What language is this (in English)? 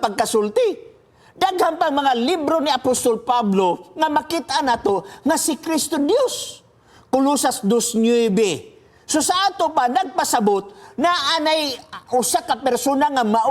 Cebuano